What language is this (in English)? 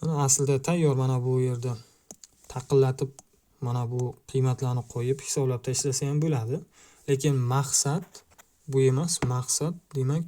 Uzbek